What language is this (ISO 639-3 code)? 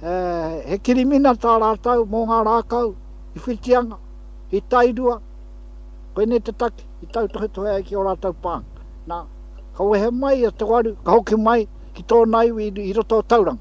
mri